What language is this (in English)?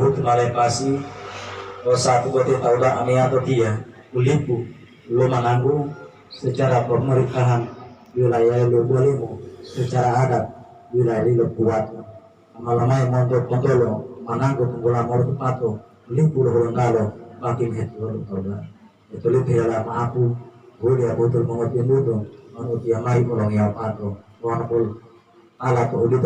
Gorontalo